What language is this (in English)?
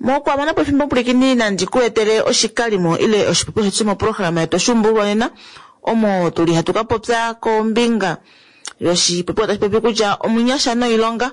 Kuanyama